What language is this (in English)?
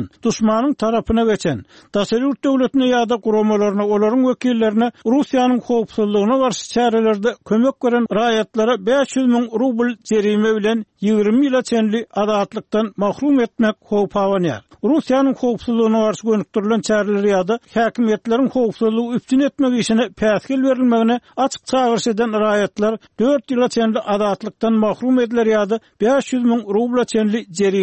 Turkmen